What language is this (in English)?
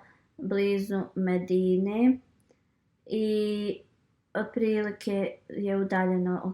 Bosnian